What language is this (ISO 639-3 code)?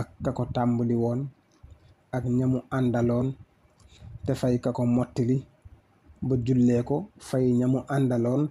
wol